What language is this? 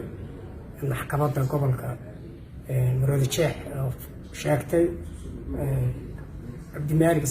Somali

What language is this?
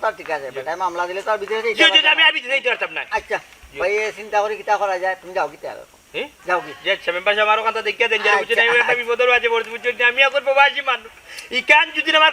Sylheti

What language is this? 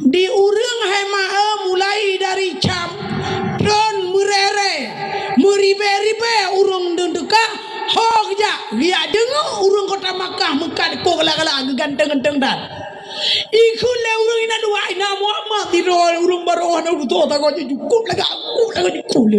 Achinese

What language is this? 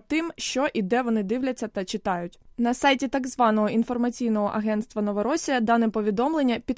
Ukrainian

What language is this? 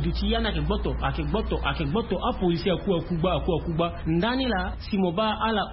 Sango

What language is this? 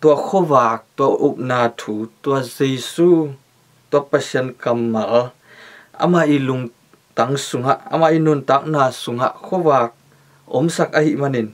Tedim Chin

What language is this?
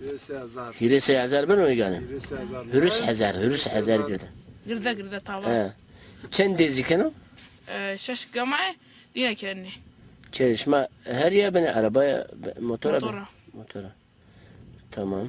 Zaza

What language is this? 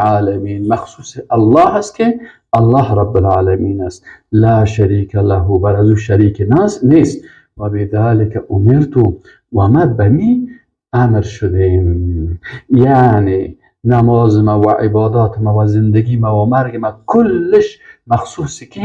Persian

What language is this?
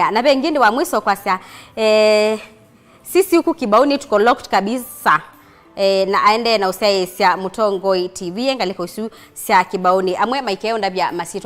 Kamba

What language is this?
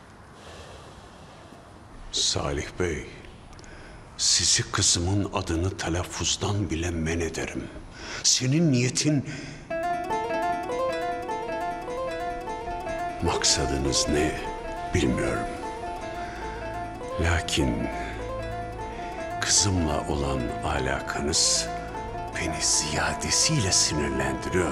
Turkish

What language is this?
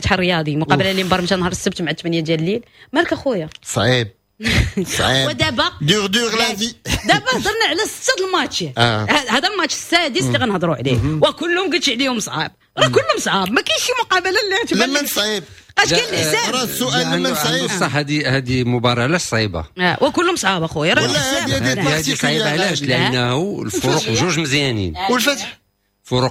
Moroccan Arabic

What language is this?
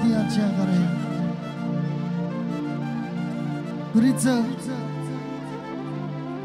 Romanian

